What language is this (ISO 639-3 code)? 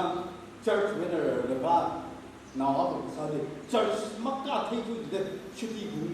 nmf